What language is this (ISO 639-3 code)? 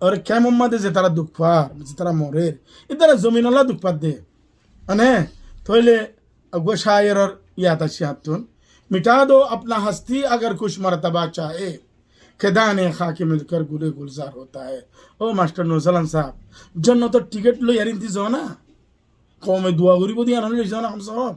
rhg